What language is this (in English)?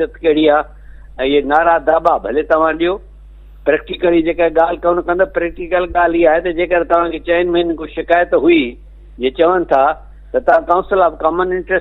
Sindhi